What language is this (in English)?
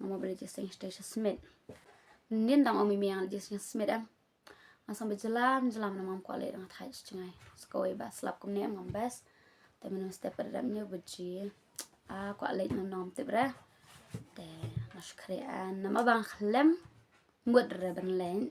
Khasi